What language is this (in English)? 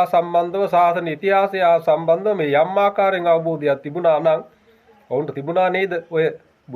Sinhala